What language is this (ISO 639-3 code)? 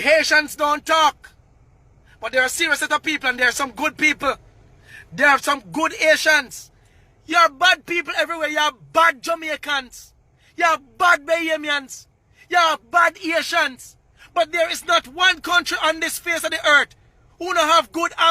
jam